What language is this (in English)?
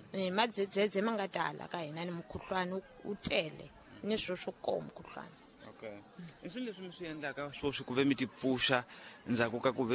Tsonga